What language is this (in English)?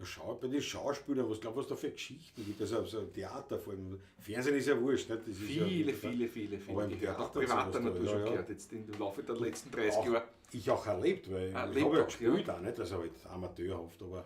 Bavarian